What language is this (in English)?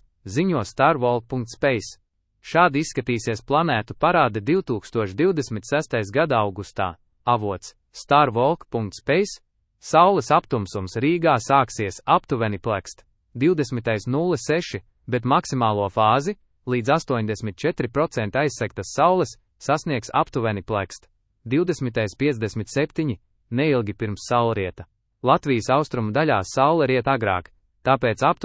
Latvian